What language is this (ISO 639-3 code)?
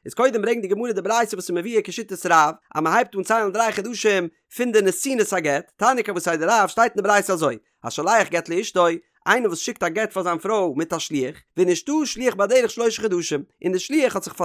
yid